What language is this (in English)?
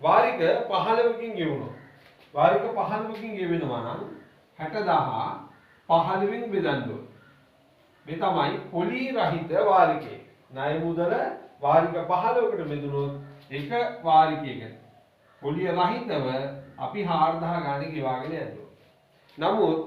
Sinhala